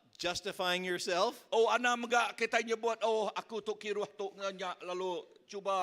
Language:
Iban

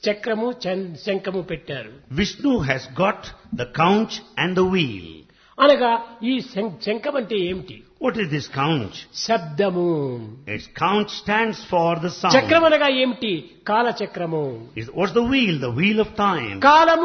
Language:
Telugu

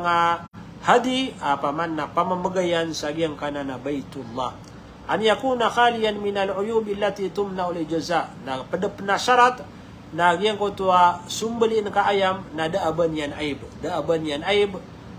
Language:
Maranao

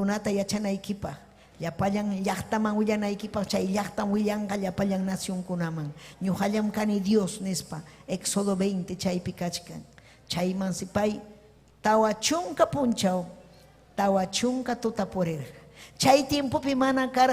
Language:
Ayacucho Quechua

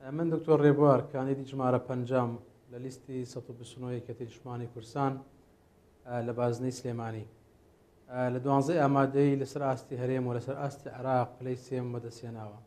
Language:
Central Kurdish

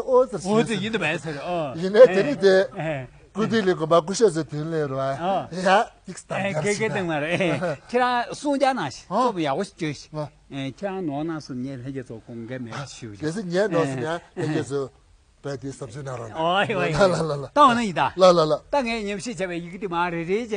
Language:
Tibetan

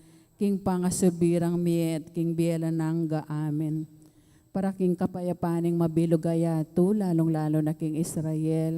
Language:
Pampanga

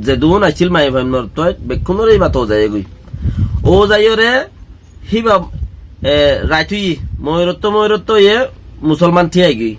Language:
Rohingya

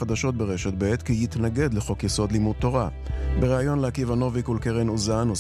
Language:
Hebrew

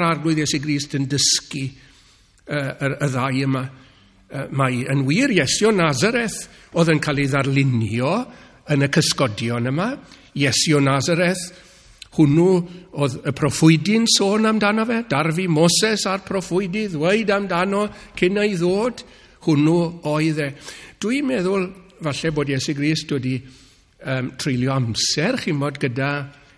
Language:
Welsh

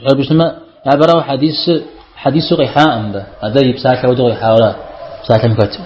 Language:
Kabardian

